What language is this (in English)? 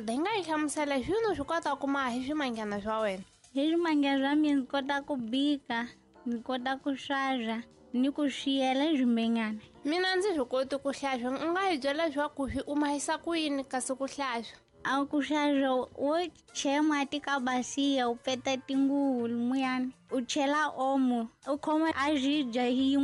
Tsonga